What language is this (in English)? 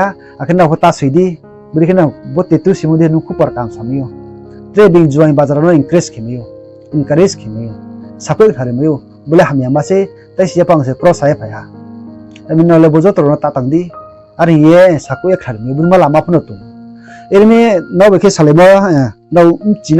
Riang (India)